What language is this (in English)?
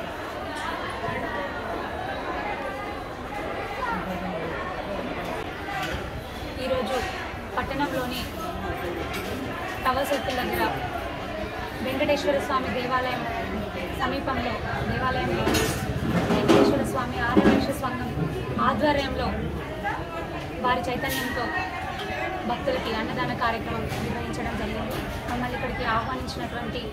Telugu